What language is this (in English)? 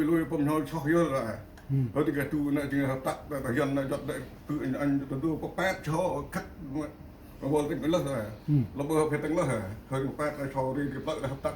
Central Mnong